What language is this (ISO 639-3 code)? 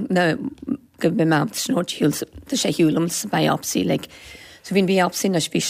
gle